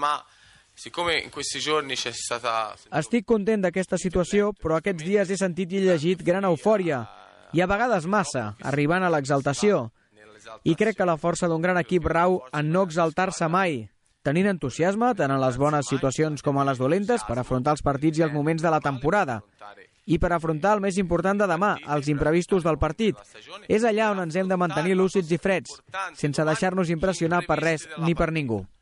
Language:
Catalan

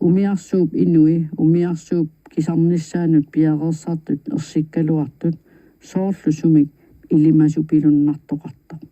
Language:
Kalaallisut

